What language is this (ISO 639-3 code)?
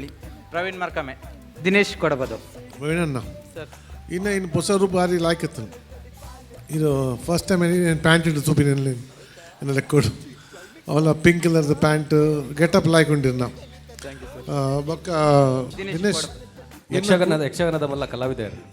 tcy